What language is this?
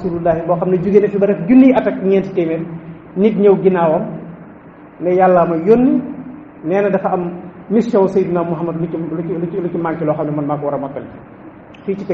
Wolof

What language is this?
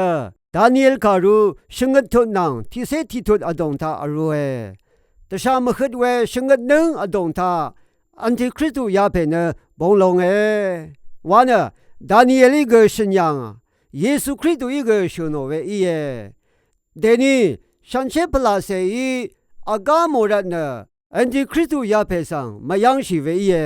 Rawang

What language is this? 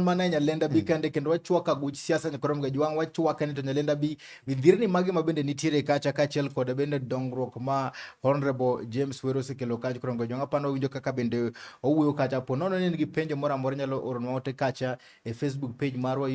Luo (Kenya and Tanzania)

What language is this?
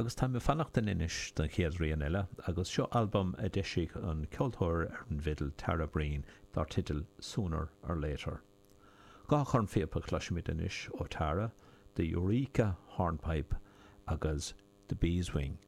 Irish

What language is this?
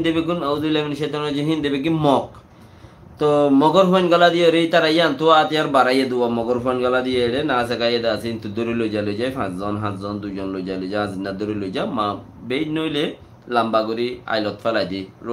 Rohingya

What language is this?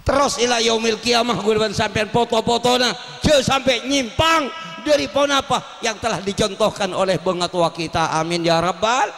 Madurese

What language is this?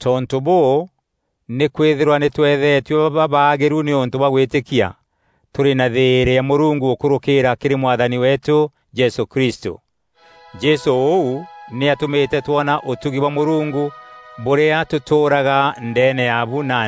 Meru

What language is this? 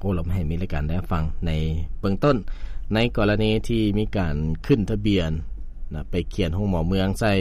Lao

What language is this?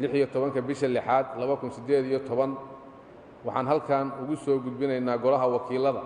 Somali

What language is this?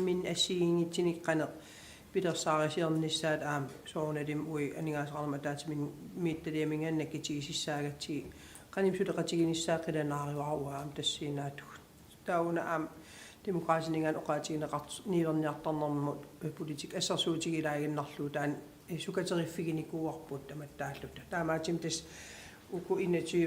Kalaallisut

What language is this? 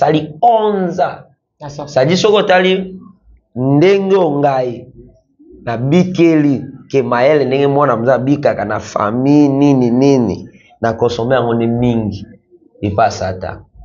Lingala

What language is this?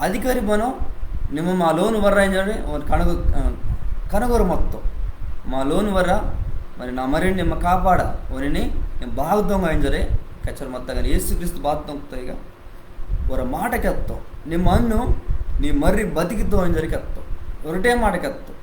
Koya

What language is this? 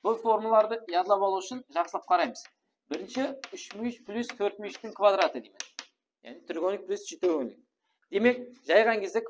Kara-Kalpak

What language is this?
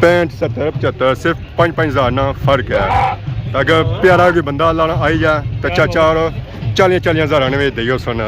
Pahari-Potwari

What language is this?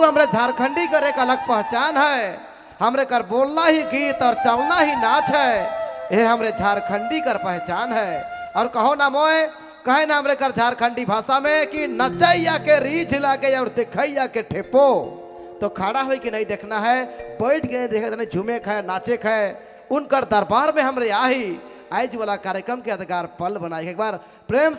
Sadri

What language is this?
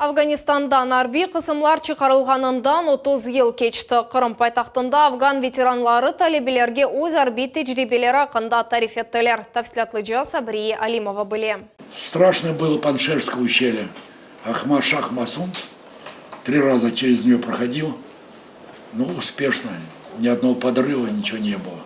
Crimean Tatar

